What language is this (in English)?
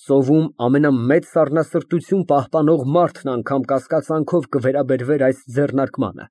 Armenian